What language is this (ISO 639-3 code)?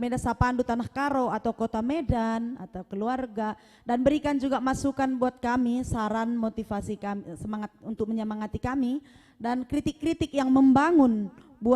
btx